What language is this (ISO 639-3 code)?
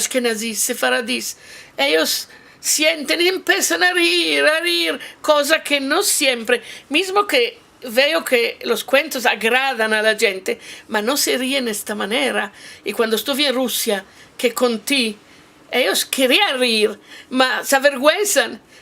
lad